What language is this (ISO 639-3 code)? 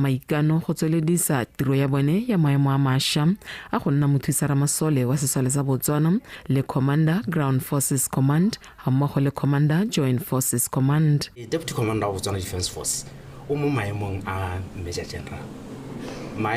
tsn